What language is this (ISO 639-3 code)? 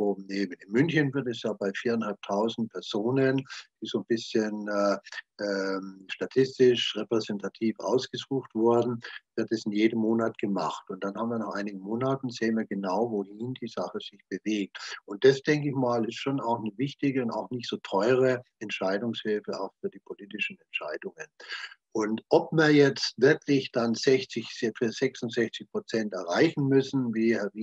deu